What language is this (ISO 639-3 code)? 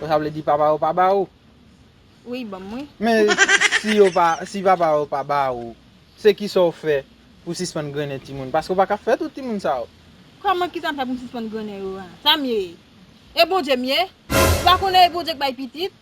hat